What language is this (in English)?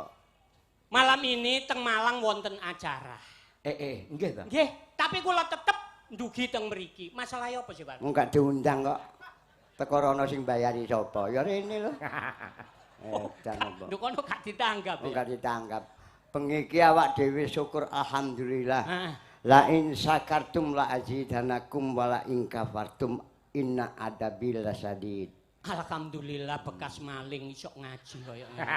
Javanese